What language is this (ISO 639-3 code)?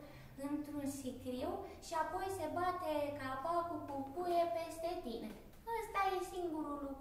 ron